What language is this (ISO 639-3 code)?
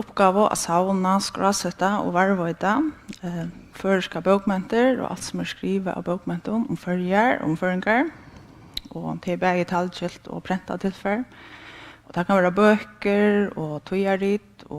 fao